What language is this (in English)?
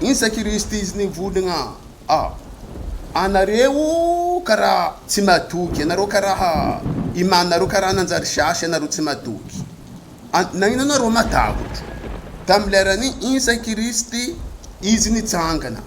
Sakalava Malagasy